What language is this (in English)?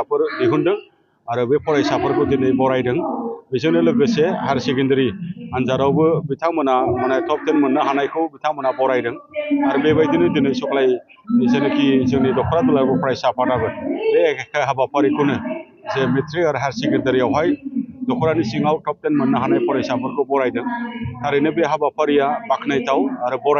Bodo